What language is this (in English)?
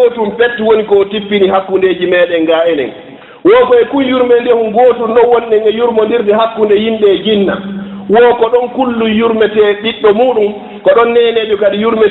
Fula